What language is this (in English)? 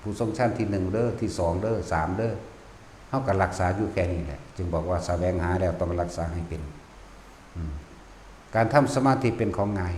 Northeastern Thai